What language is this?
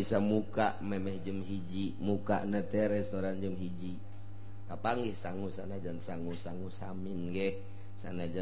Sundanese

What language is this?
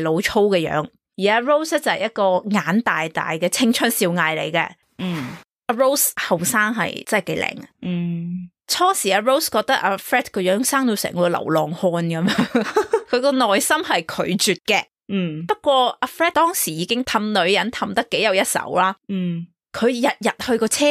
Cantonese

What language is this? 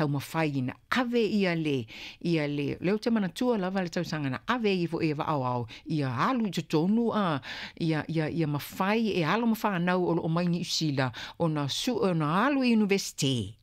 Samoan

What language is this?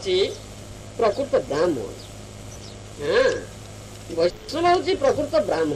Odia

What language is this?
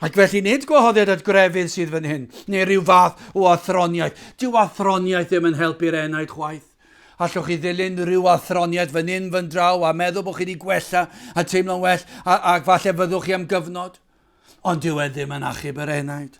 Welsh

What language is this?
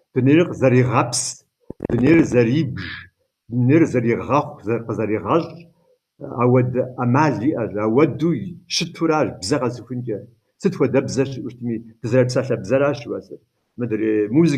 Kabardian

